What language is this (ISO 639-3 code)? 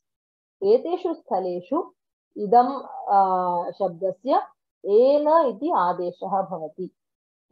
san